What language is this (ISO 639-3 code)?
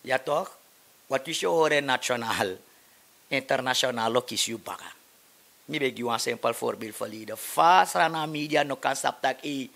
srn